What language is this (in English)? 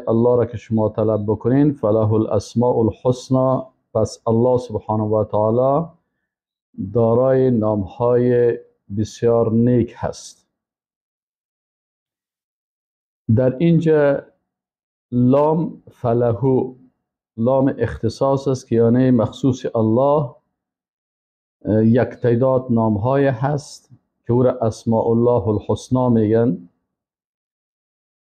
Persian